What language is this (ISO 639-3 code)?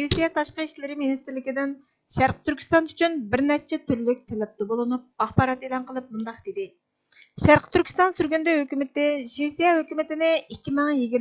uig